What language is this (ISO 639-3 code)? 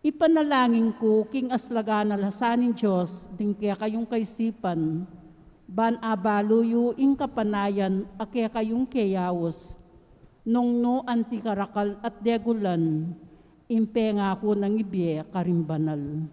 pam